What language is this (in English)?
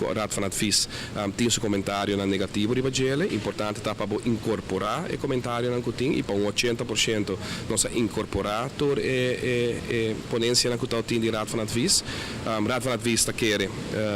Papiamento